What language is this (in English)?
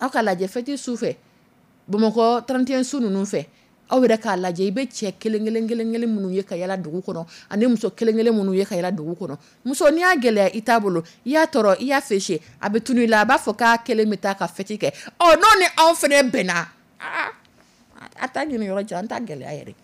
Dyula